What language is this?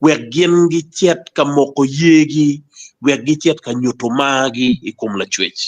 Acoli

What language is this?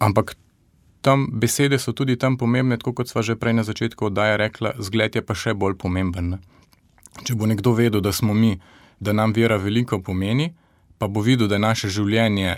Slovenian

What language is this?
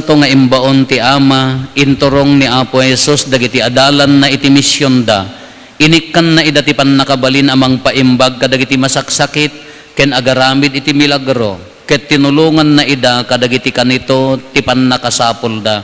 Iloko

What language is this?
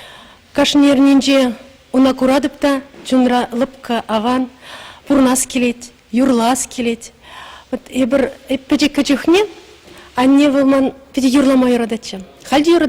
Chuvash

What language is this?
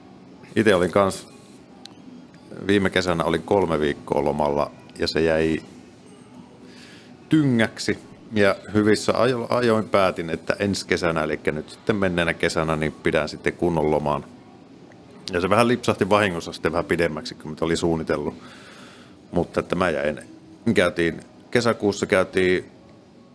Finnish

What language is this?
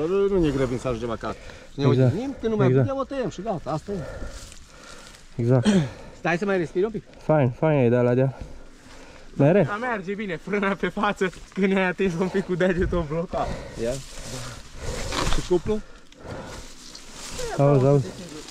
Romanian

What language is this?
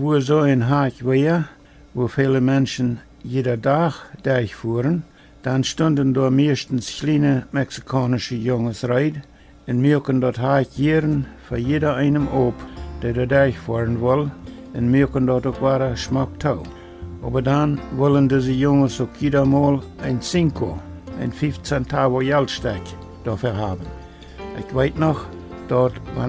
Plautdietsch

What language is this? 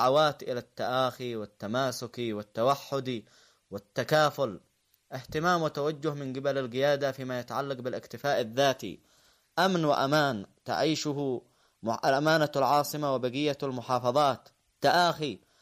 Arabic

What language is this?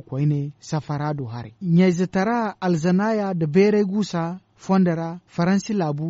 Zarma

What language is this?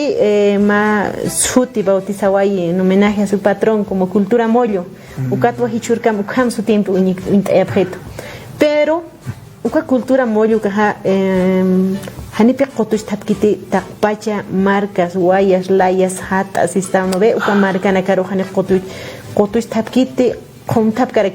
Aymara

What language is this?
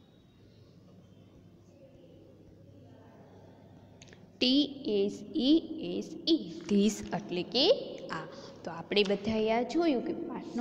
Gujarati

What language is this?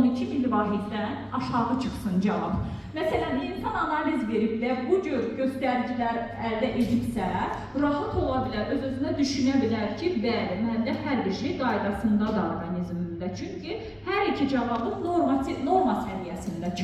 Azerbaijani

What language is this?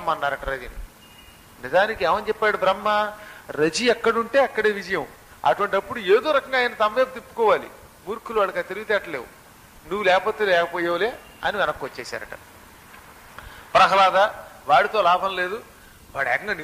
Telugu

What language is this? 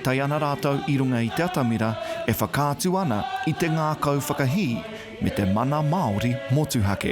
Māori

